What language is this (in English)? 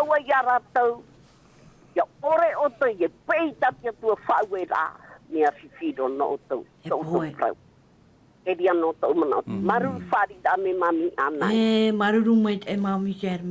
Tahitian